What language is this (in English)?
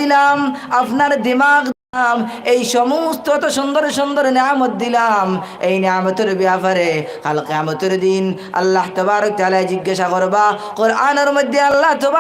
Sylheti